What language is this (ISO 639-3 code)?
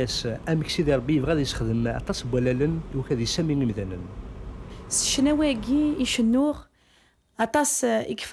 kab